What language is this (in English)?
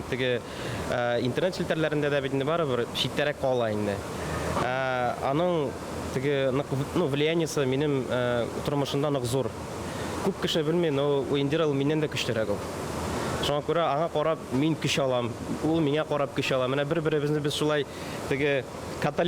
Bashkir